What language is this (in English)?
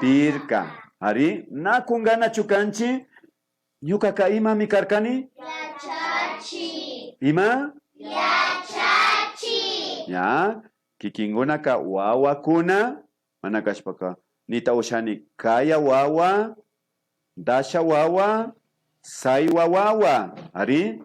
Imbabura Highland Quichua